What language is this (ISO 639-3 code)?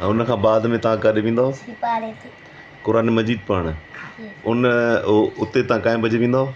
snd